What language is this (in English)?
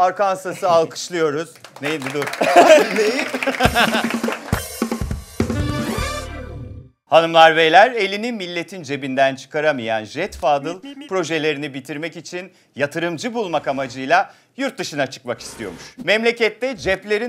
Turkish